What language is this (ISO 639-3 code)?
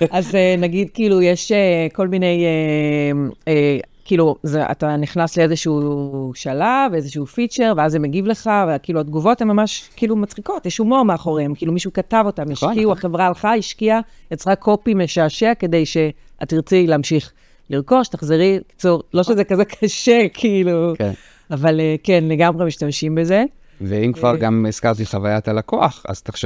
heb